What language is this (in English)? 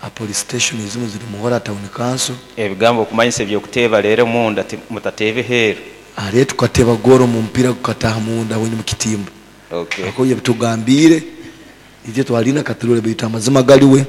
Nyoro